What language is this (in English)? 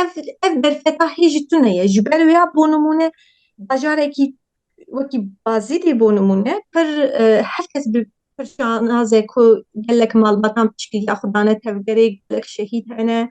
Kurdish